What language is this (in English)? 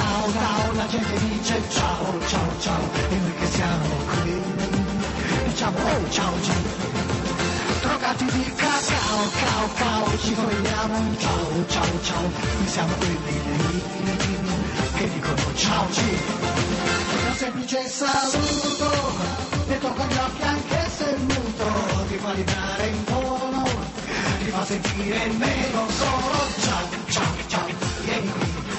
Italian